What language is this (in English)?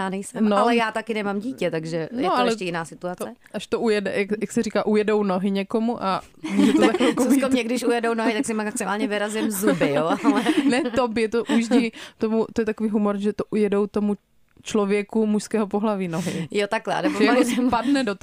Czech